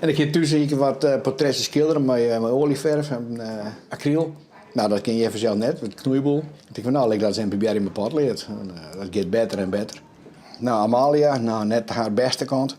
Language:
Western Frisian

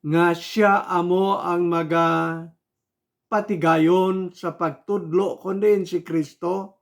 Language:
Hiligaynon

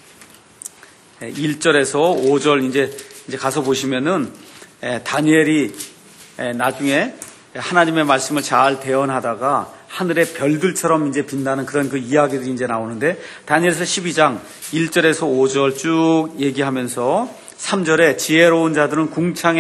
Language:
Korean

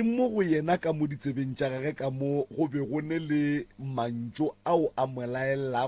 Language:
Northern Sotho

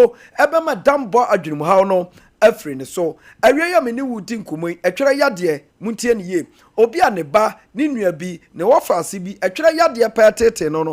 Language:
Akan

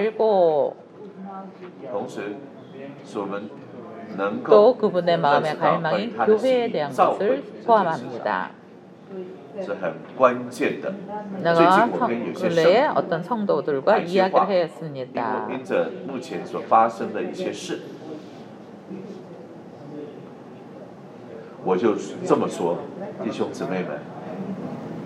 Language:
Korean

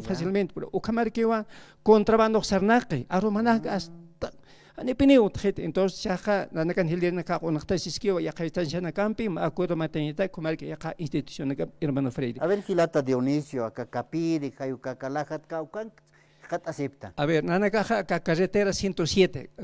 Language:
Aymara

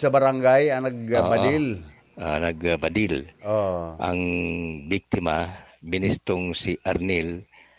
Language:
Bikol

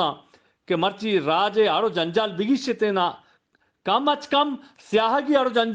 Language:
Eastern Balochi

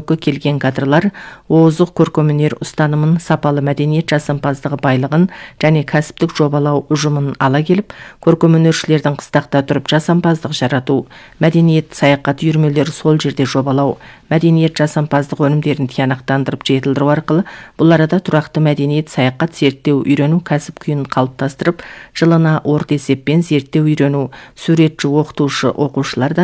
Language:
Kazakh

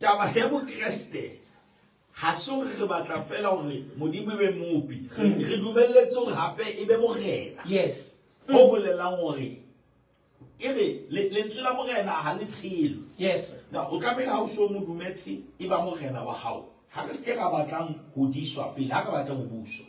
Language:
Southern Sotho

